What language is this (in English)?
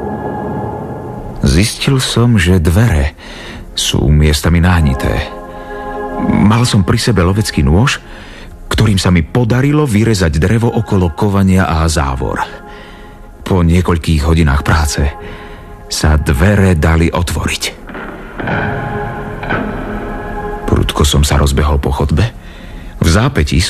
Slovak